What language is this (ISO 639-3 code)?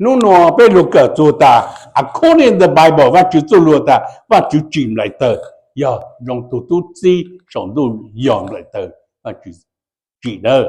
hmn